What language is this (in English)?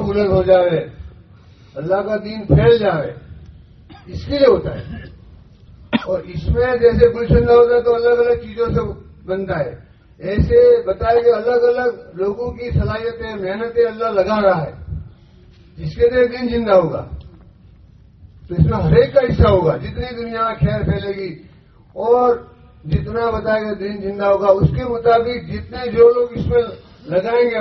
Urdu